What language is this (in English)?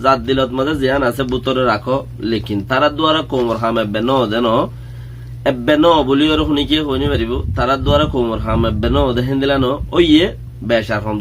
Rohingya